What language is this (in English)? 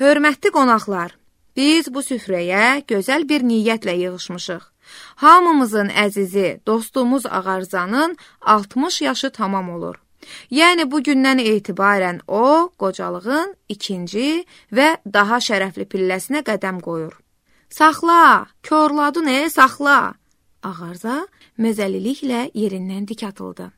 Azerbaijani